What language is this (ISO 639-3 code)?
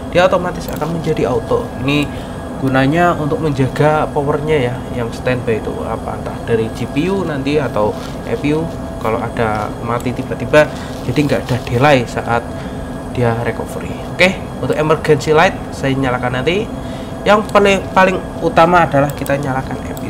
ind